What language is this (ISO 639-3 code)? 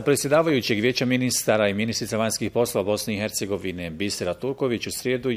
bos